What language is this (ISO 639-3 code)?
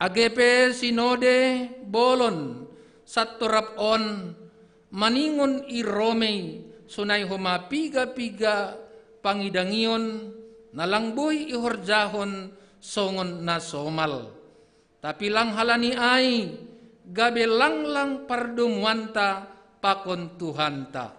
bts